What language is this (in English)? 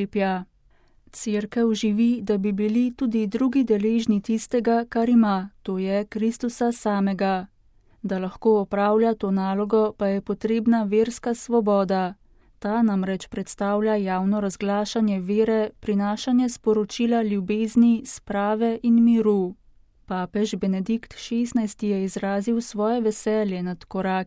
Slovenian